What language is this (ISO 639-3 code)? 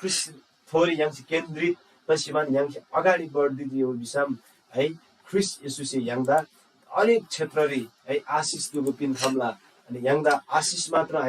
taj